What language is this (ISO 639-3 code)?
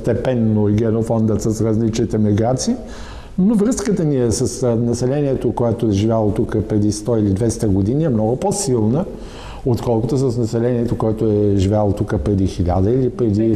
bul